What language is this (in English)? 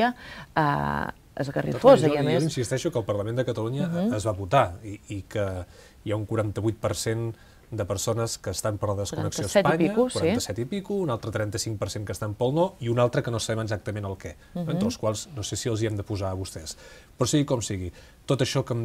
Catalan